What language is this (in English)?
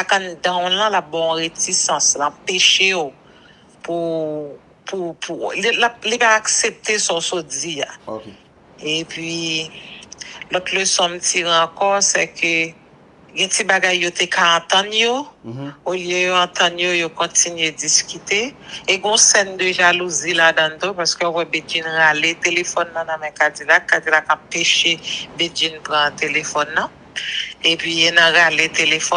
Haitian Creole